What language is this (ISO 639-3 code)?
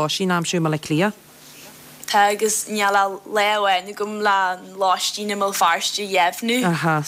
gle